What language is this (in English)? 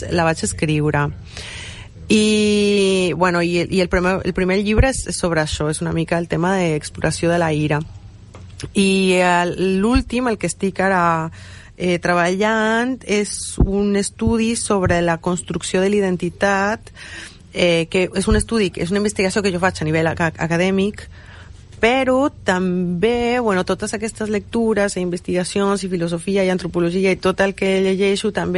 Catalan